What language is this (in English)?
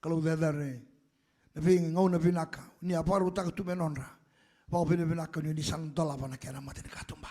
Fijian